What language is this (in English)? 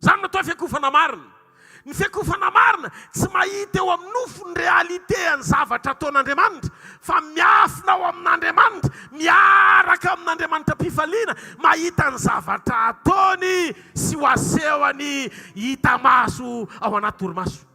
Malagasy